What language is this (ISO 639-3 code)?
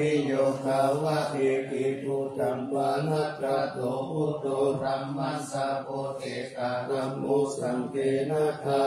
pli